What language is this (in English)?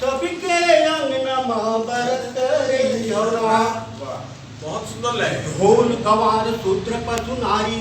Chhattisgarhi